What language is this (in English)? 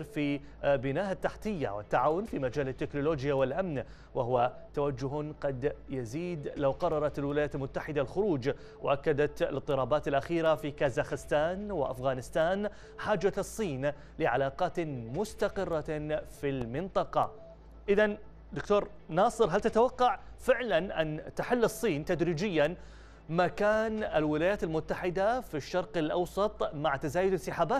Arabic